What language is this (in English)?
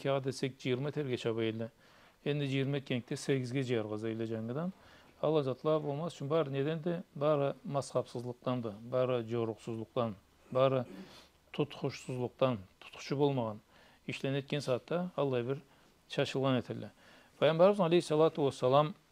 Karachay-Balkar